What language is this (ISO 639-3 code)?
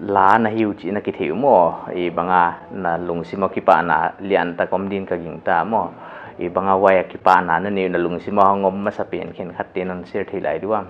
pck